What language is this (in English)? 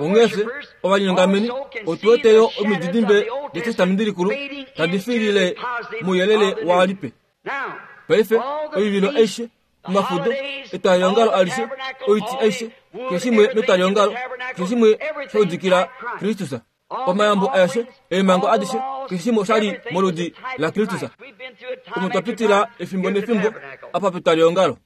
Kuanyama